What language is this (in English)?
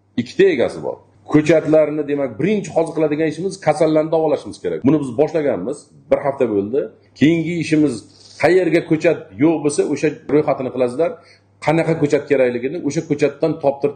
Uzbek